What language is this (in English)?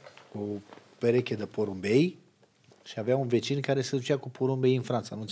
Romanian